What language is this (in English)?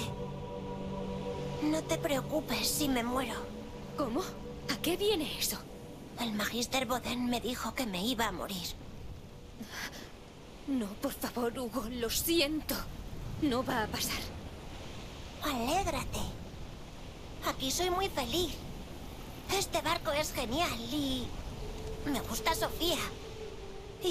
Spanish